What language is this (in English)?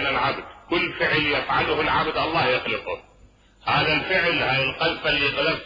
Mesopotamian Arabic